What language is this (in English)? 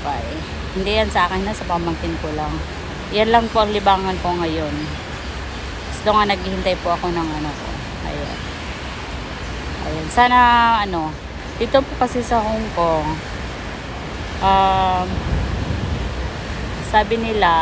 Filipino